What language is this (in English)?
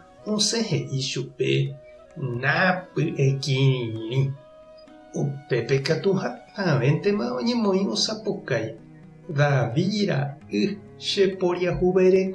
Guarani